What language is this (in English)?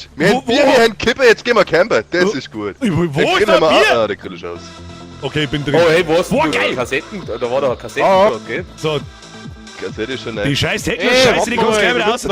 Bavarian